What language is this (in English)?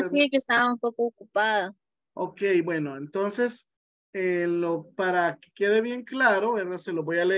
Spanish